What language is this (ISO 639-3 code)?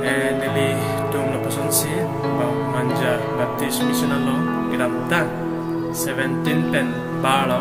mjw